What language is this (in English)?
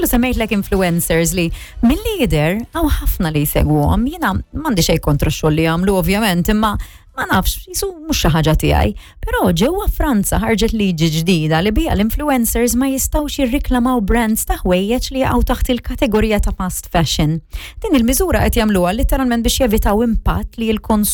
Maltese